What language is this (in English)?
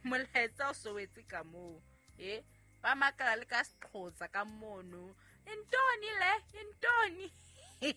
Southern Sotho